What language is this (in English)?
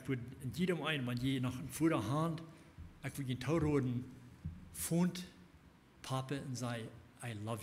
Plautdietsch